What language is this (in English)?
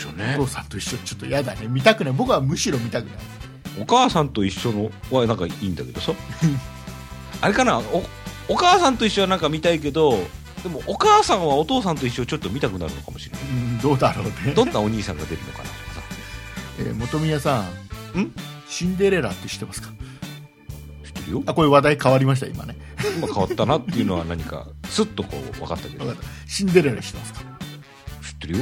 Japanese